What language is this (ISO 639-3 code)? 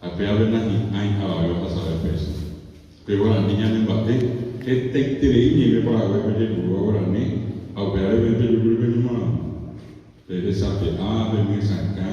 grn